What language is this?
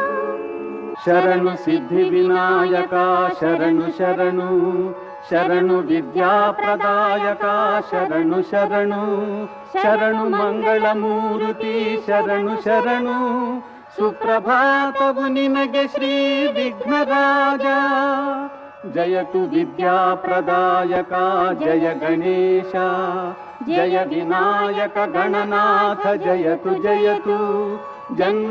Kannada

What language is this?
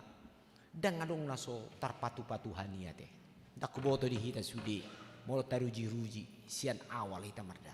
Batak Toba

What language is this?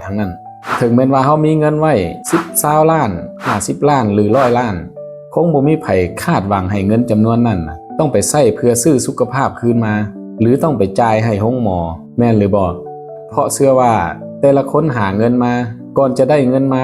Lao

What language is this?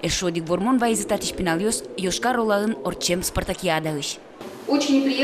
Udmurt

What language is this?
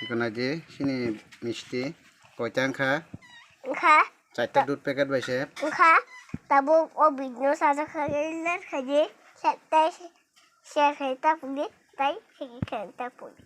Kok Borok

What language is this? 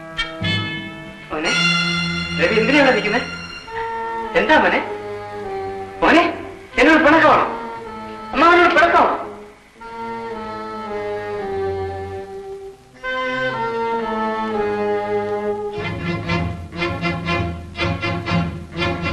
Malayalam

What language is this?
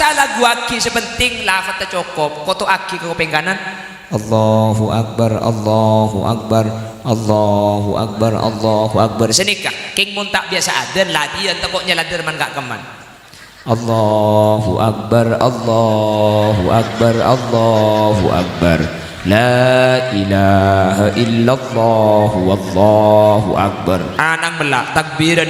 Madurese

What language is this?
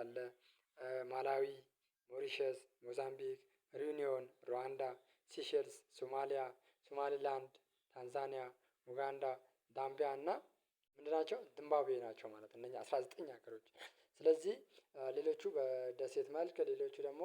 Amharic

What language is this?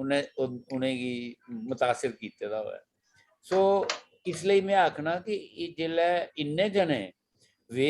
Dogri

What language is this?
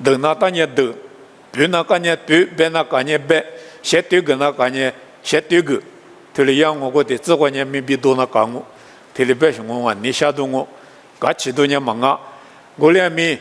Lisu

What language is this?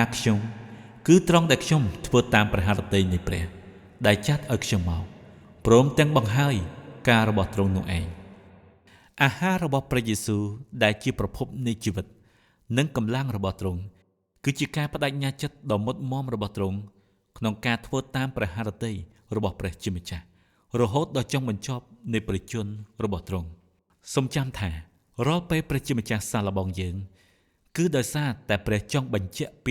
Khmer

